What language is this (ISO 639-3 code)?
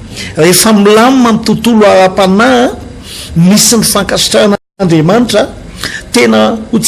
mlg